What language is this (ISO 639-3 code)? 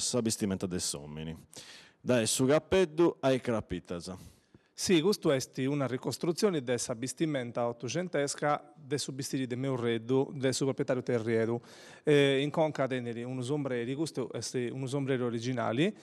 srd